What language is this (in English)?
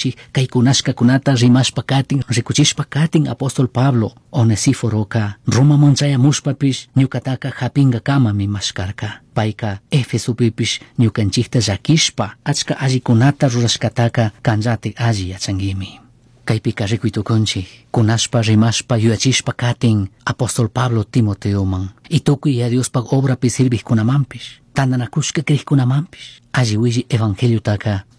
Chimborazo Highland Quichua